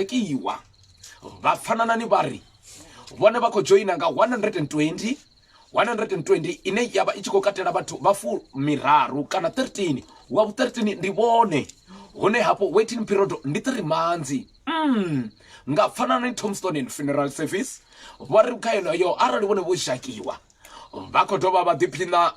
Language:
Venda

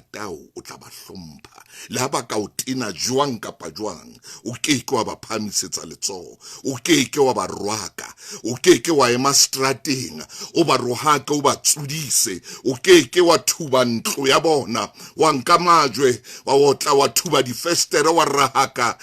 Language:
Southern Sotho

